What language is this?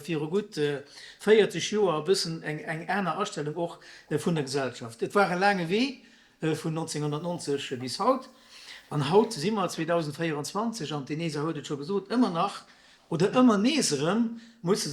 Luxembourgish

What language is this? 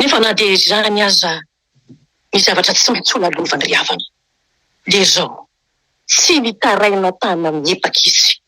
Malagasy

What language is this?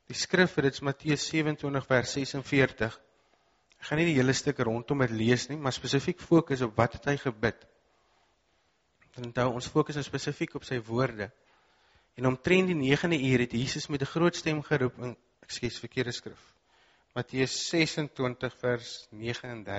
Afrikaans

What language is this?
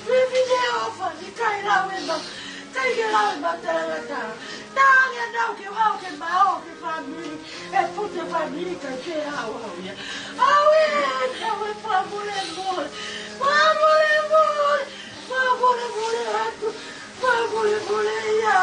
Tongan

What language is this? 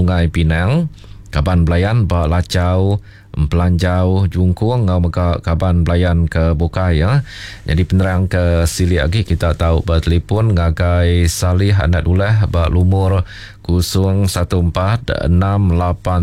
Iban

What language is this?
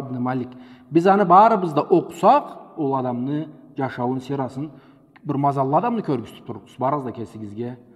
Karachay-Balkar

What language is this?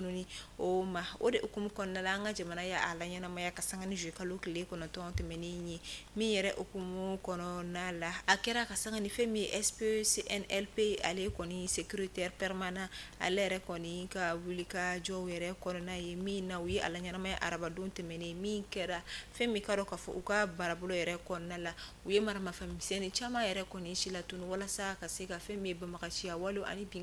Bambara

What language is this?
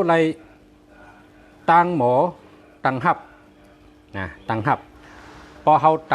Shan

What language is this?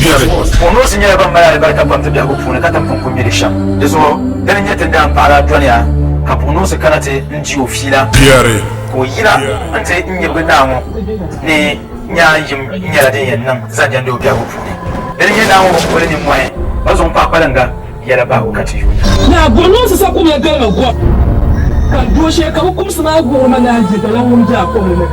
Dagbani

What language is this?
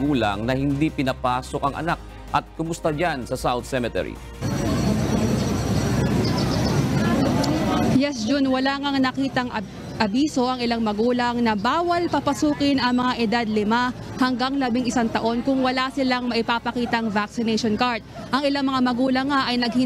Filipino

